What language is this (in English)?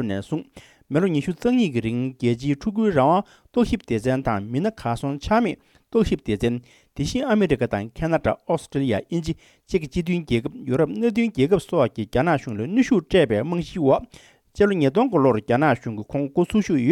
Tibetan